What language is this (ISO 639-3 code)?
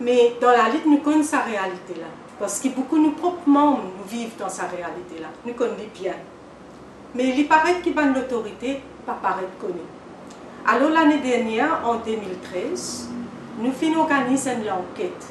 mfe